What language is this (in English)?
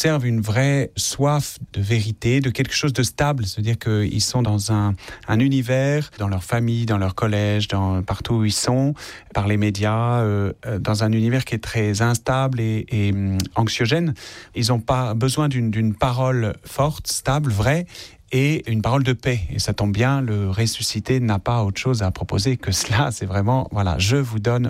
French